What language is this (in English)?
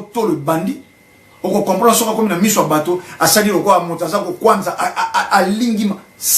Lingala